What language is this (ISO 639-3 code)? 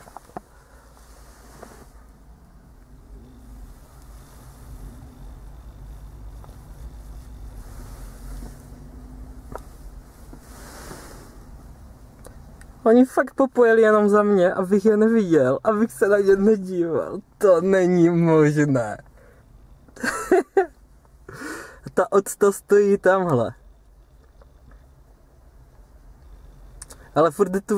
ces